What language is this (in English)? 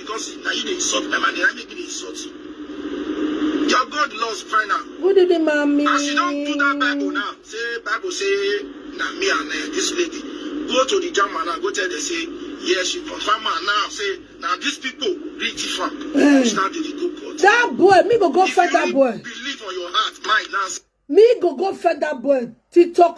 Nigerian Pidgin